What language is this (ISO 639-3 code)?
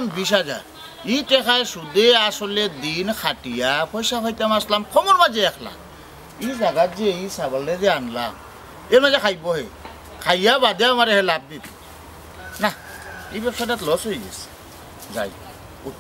syl